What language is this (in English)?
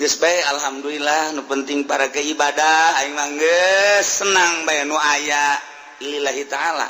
Sundanese